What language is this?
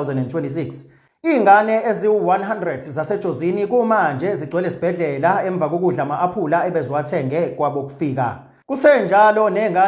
Zulu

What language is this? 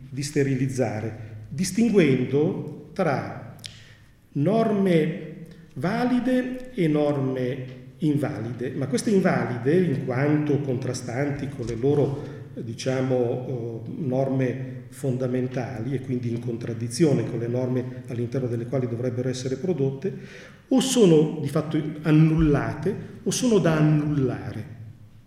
Italian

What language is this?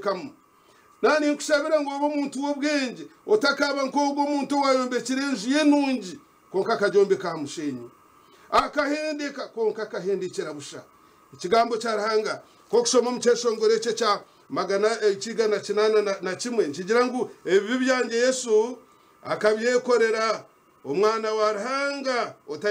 Nyankole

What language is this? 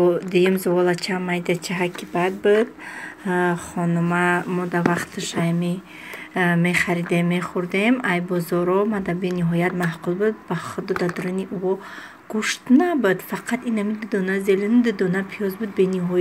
Tajik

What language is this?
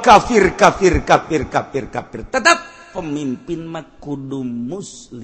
Sundanese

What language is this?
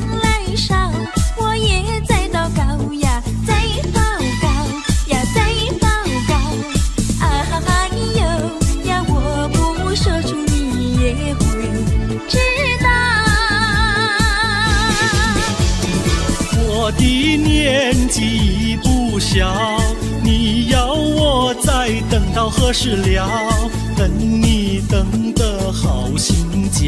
Chinese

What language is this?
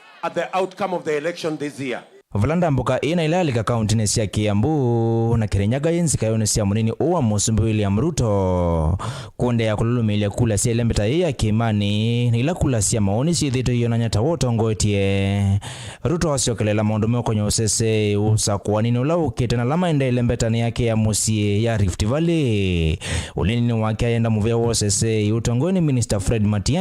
Kamba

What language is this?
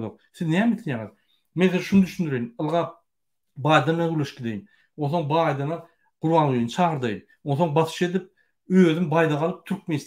Turkmen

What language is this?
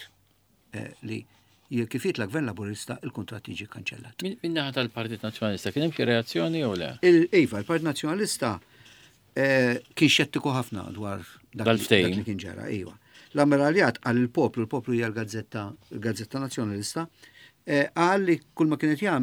Maltese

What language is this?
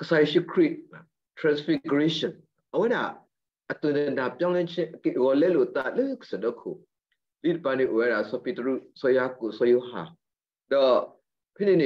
S'gaw Karen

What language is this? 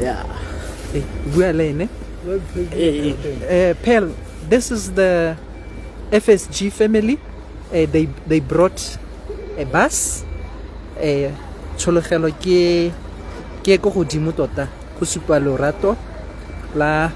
Tswana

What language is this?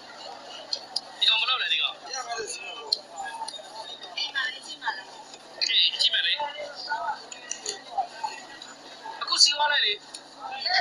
Burmese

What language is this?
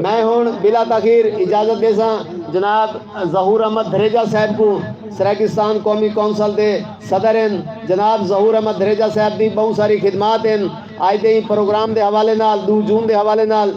Saraiki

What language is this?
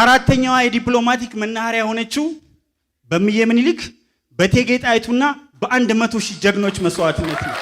Amharic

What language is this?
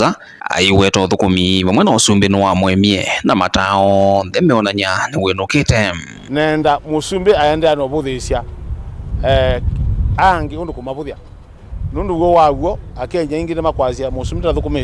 Kamba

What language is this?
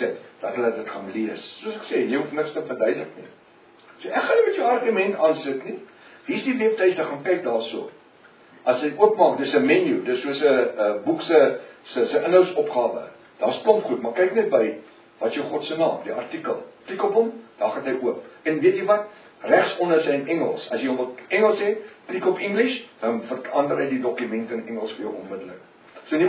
Afrikaans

